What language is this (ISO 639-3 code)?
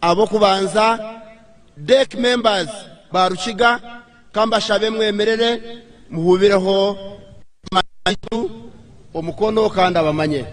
nyn